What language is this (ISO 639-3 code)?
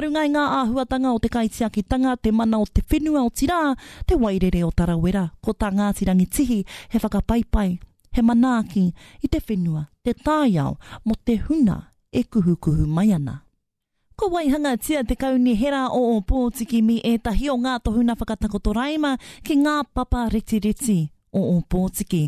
mri